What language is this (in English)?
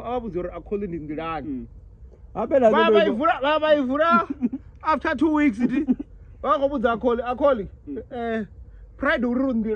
Venda